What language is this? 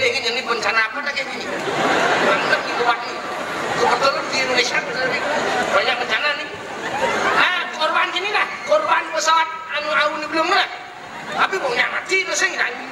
Balinese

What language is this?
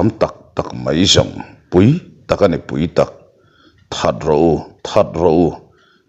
Mizo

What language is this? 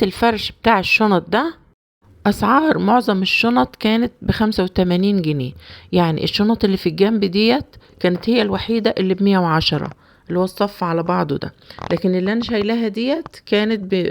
Egyptian Arabic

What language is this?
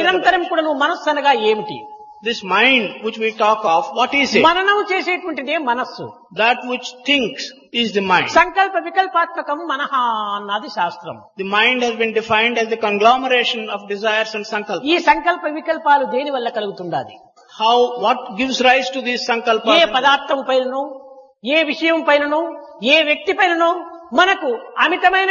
Telugu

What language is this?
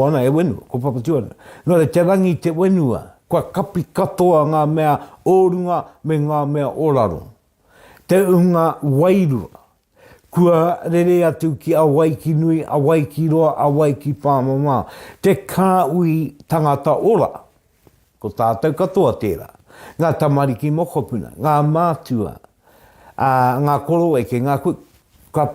Māori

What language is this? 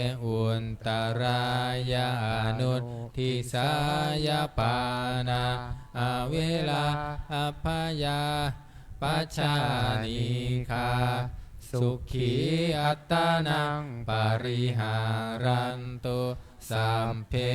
Pali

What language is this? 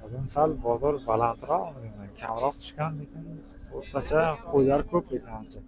Uzbek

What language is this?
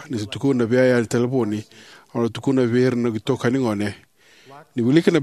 Fijian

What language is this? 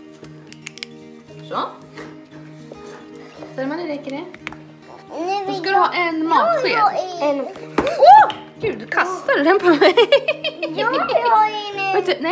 Swedish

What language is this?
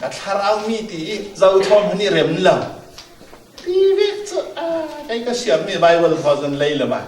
Falam Chin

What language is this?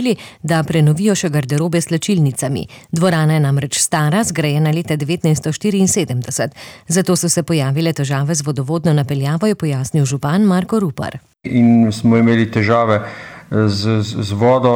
Slovenian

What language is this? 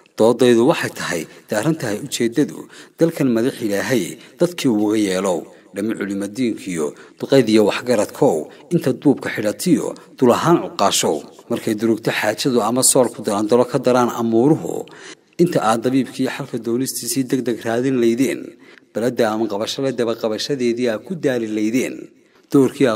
Somali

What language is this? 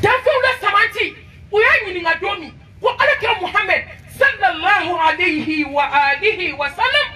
Bambara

